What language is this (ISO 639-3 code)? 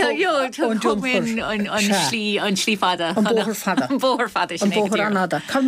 gle